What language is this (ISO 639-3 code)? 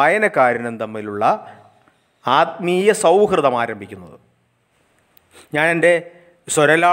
mal